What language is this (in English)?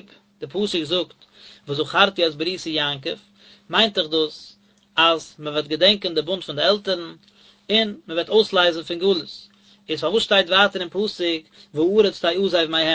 Yiddish